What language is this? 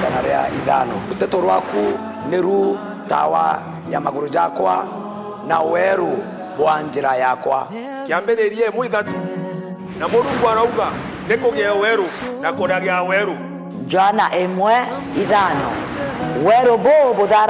Meru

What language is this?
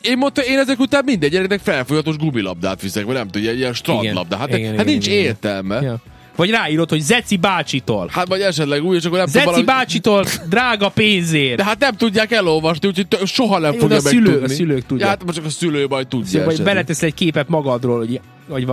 Hungarian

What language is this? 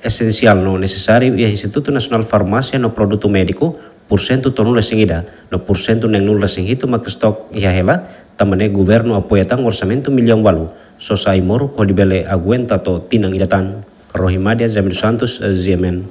Tetum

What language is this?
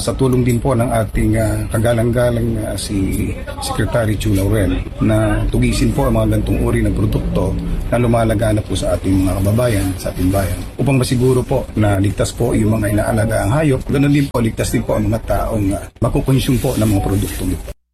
Filipino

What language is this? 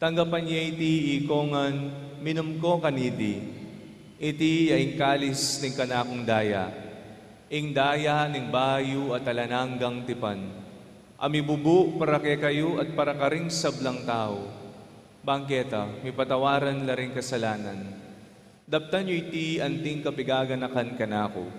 Pampanga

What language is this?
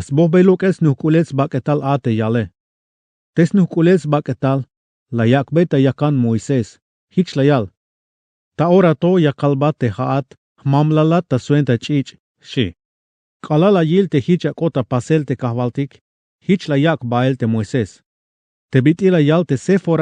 Tzeltal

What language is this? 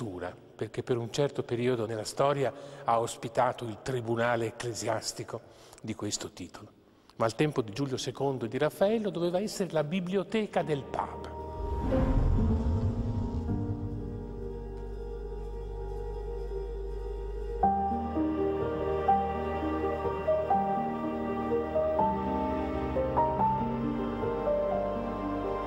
Italian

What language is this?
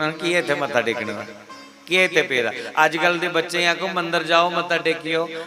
Dogri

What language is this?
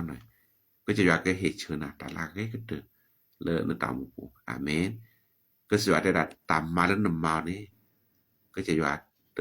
S'gaw Karen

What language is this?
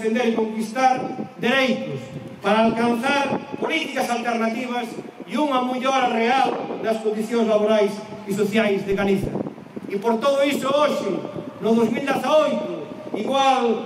Galician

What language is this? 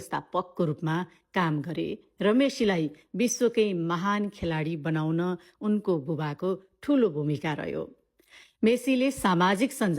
Nepali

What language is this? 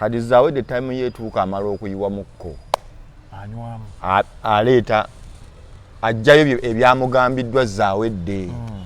Ganda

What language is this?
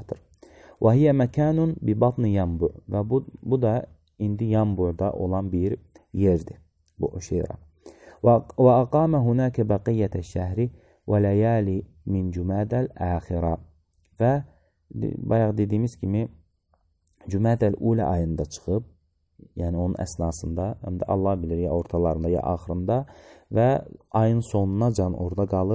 Azerbaijani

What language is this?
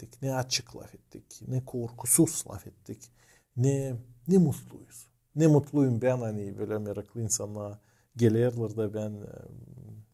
Gagauz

